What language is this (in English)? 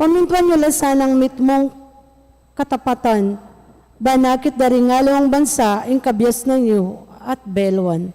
Pampanga